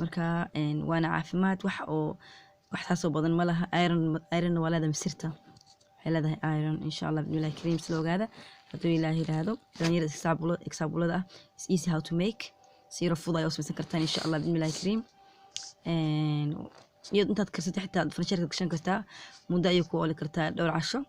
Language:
Somali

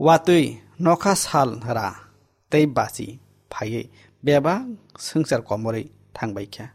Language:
Kok Borok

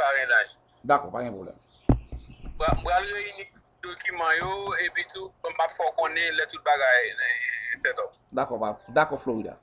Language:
Haitian Creole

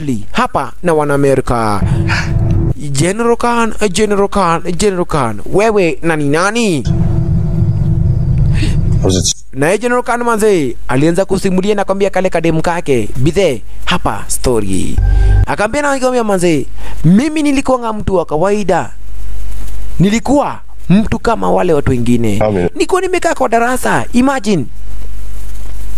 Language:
Swahili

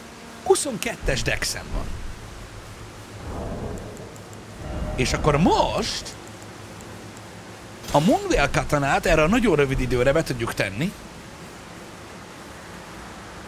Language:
Hungarian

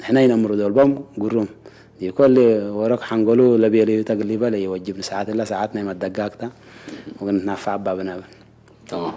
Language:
Tigre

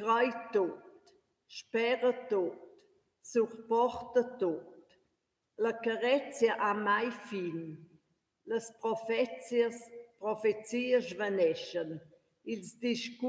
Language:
Romansh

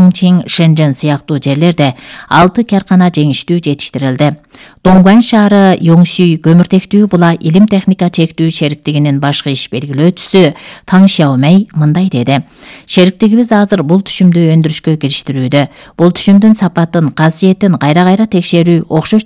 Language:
Kyrgyz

